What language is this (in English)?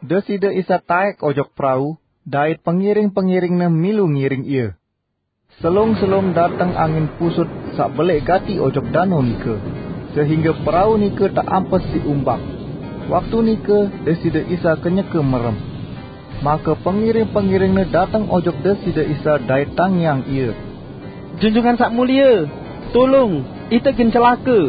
Sasak